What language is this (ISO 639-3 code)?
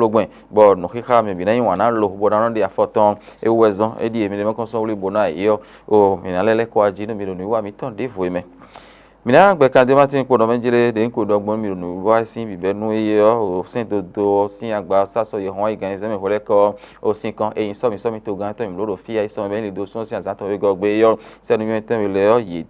fon